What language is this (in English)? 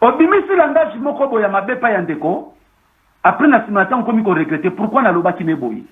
Lingala